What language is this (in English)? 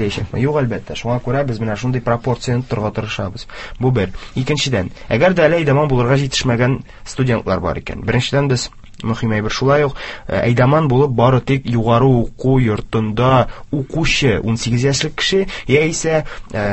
Tatar